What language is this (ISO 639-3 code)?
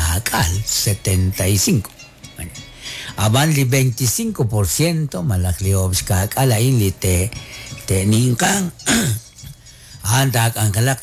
kek